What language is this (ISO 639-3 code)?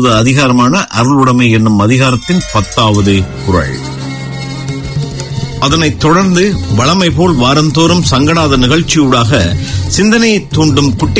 tam